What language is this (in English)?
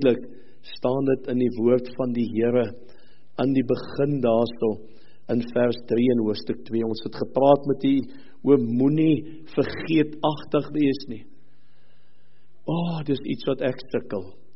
Afrikaans